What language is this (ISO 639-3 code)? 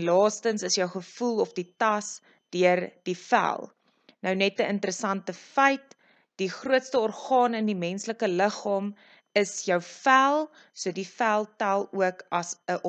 afr